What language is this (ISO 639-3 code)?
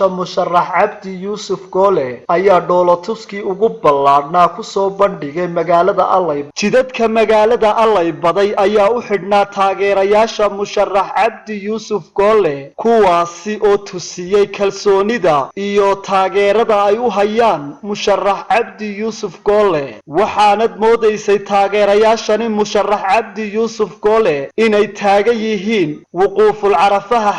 som